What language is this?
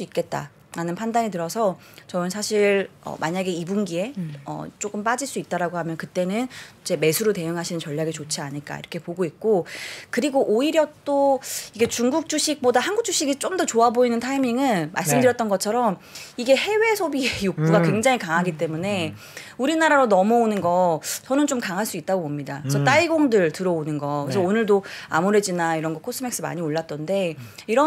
Korean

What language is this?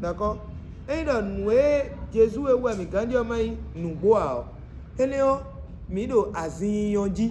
Fon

